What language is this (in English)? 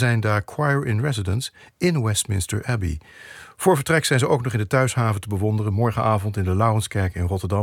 Dutch